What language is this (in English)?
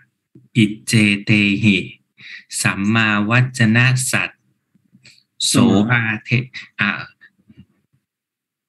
Thai